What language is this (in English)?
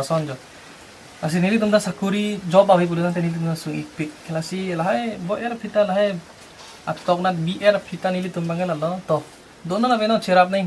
Karbi